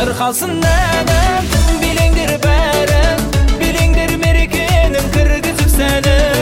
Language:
Kazakh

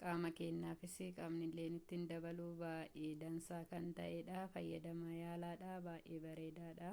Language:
Oromo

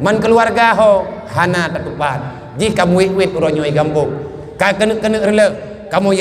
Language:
Achinese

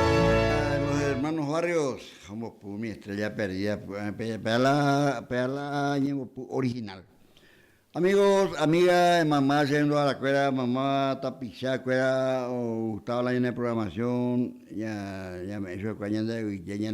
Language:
Guarani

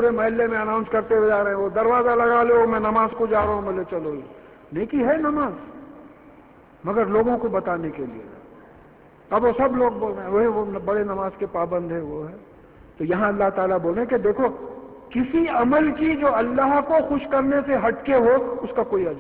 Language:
Urdu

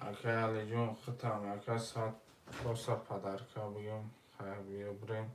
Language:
Tajik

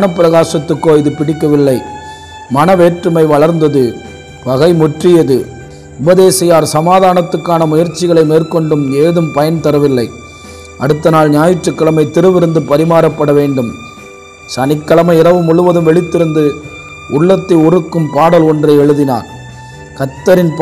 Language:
Tamil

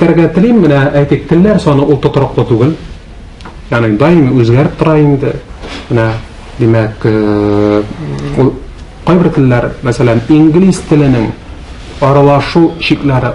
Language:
Tatar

